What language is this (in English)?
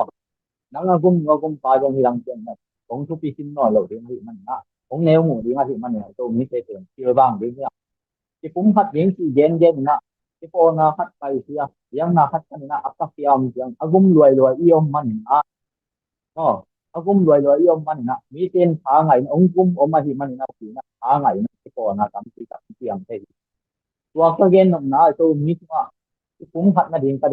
Tedim Chin